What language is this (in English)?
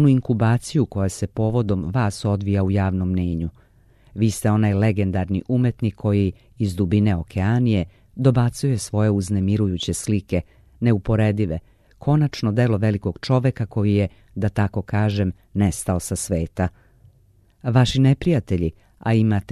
Serbian